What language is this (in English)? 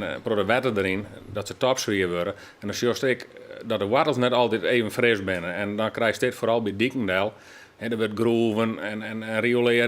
Western Frisian